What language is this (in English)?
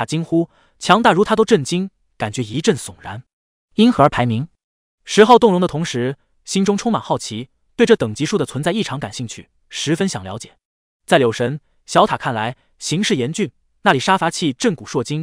Chinese